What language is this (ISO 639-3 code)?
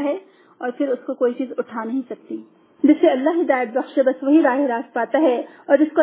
urd